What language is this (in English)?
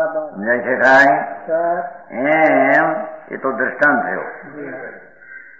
Gujarati